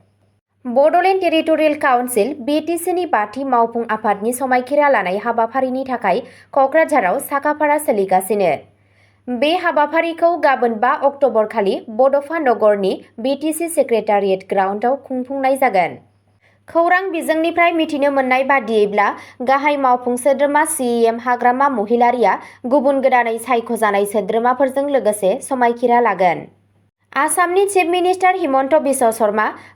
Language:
Bodo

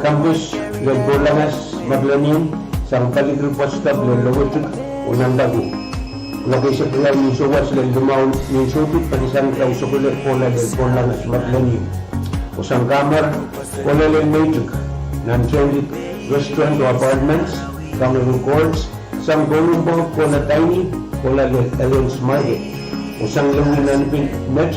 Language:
Pohnpeian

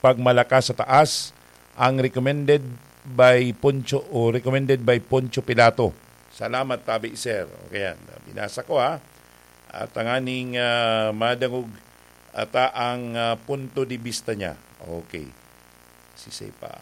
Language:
Bikol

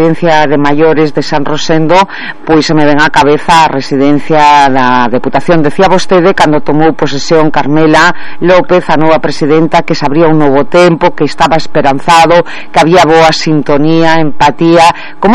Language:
Galician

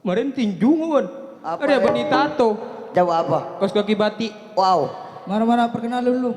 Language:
Madurese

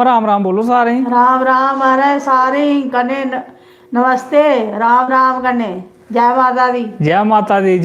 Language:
Dogri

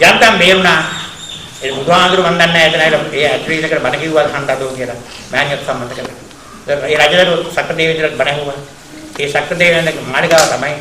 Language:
Sinhala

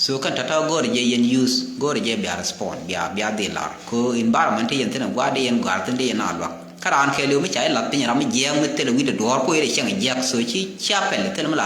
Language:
Nuer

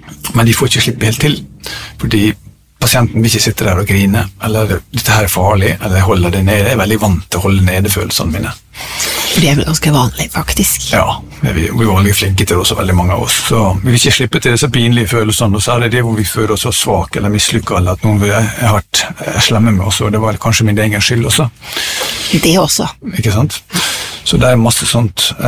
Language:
Norwegian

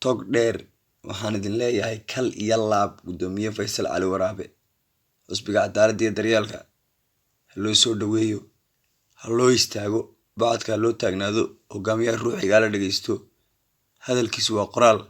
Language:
Somali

